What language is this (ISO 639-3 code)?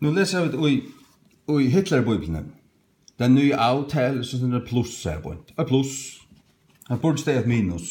fao